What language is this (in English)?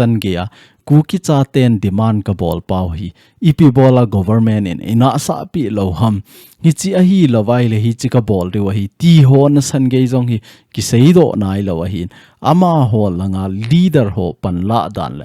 Thado Chin